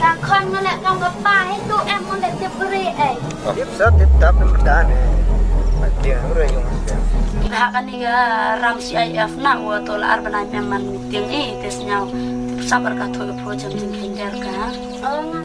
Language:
Khasi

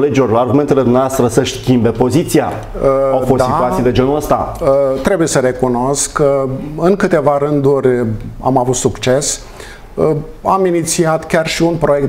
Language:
Romanian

